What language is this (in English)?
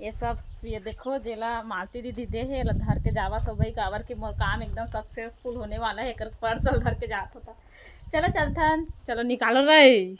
Chhattisgarhi